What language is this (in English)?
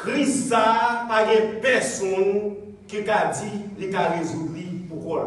Haitian Creole